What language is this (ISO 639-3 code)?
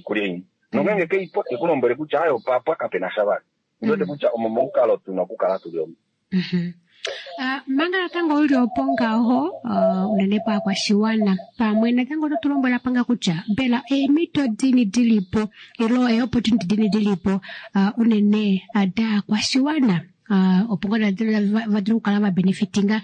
kua